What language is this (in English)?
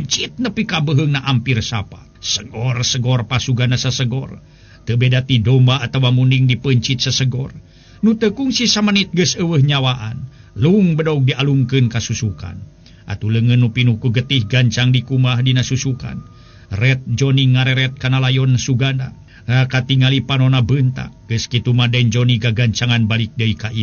Sundanese